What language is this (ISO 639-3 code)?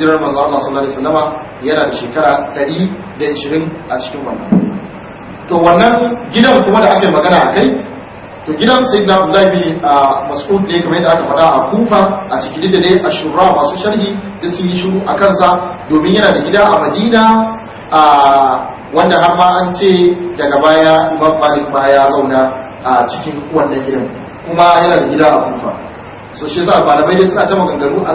hau